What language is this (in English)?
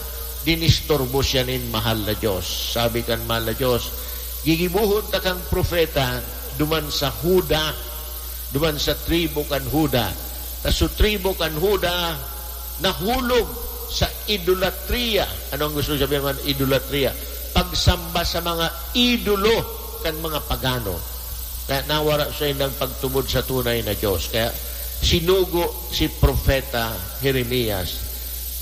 Bikol